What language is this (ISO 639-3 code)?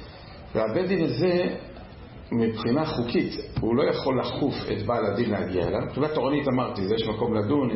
heb